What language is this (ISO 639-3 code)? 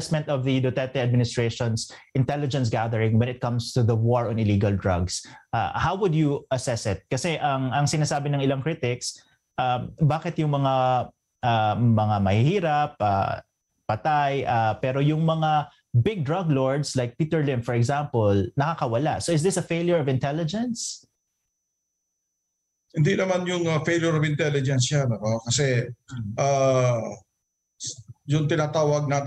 fil